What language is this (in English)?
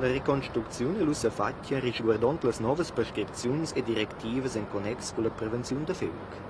Romansh